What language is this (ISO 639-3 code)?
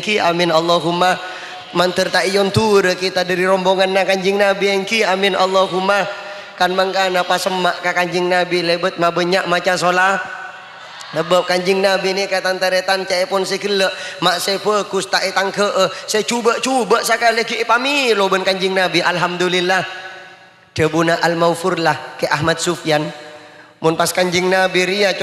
mad